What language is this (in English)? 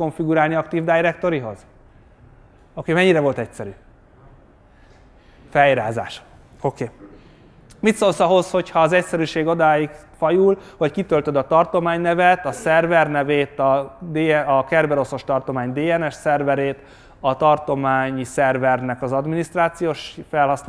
Hungarian